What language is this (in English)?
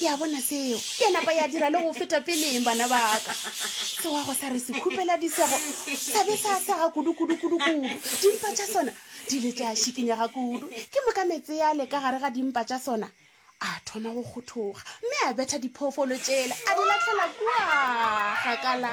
Northern Sotho